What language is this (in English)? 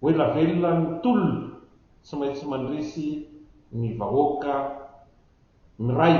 Malagasy